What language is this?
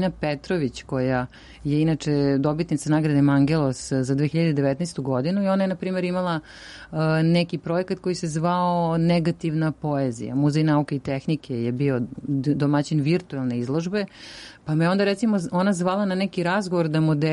Serbian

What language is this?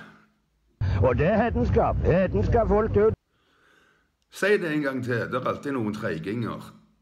Norwegian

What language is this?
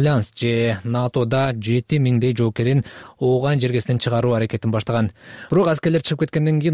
Kyrgyz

